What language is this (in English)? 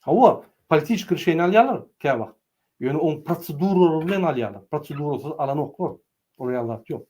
Turkmen